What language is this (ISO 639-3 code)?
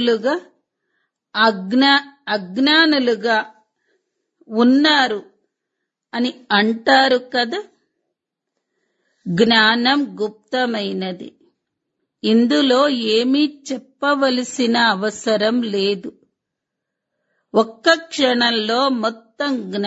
tel